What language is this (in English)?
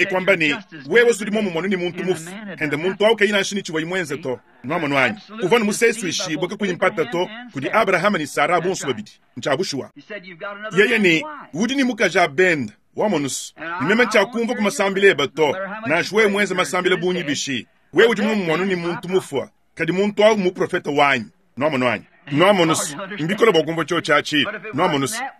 Luba-Lulua